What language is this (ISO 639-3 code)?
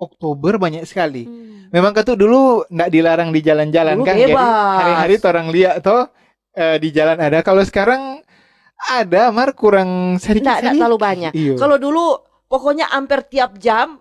xmm